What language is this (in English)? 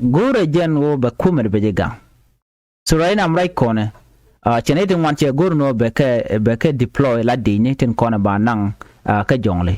Nuer